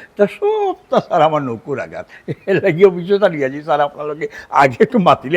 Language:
Sylheti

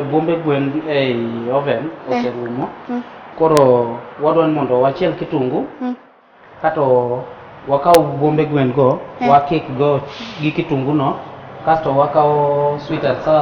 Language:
Luo (Kenya and Tanzania)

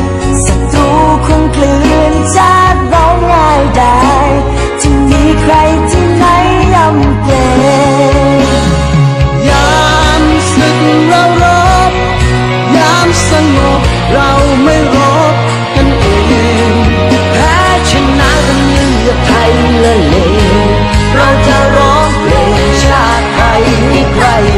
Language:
Thai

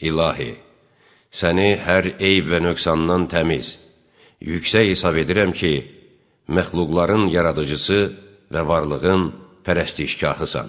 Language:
Azerbaijani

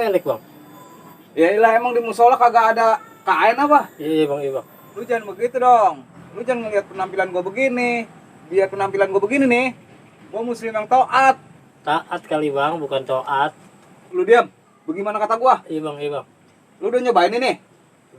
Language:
Betawi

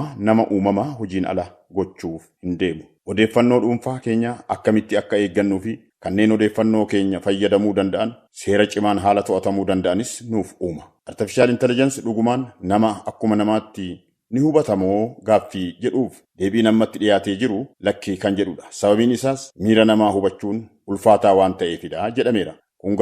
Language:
Oromo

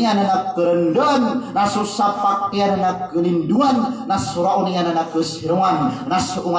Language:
Maranao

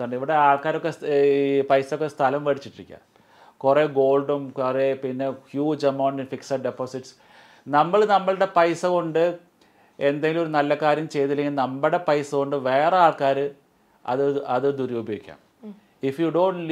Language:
Malayalam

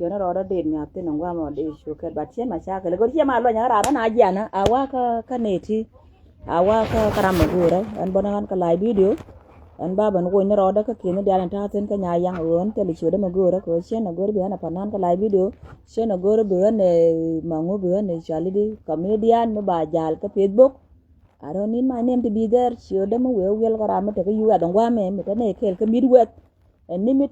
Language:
Nuer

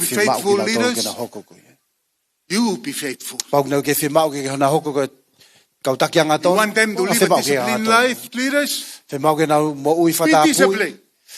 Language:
Tongan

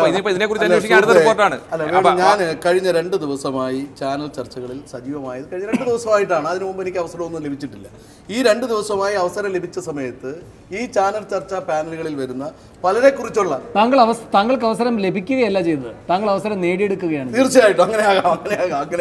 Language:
Malayalam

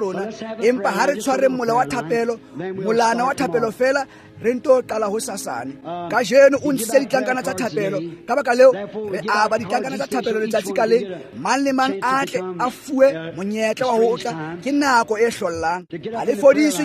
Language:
Tswana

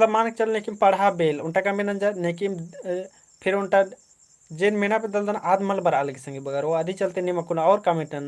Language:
Kurukh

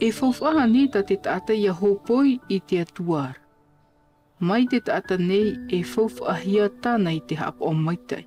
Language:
Tahitian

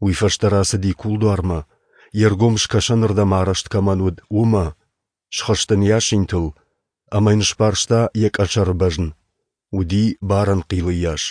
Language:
Ossetic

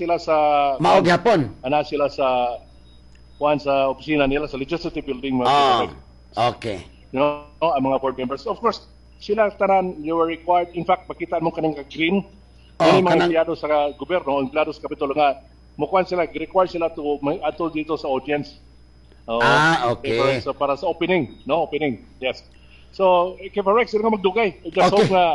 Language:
Cebuano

